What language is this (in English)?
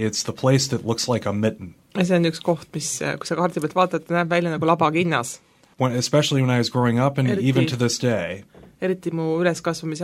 Estonian